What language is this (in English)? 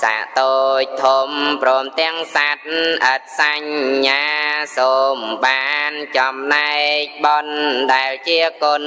Khmer